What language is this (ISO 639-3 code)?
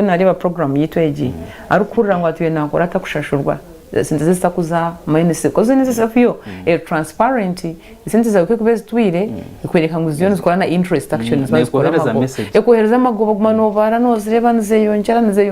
nyn